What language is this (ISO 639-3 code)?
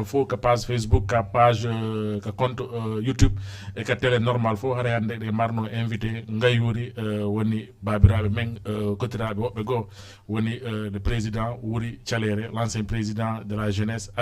ful